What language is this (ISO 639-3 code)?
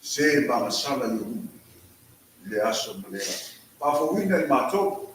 smo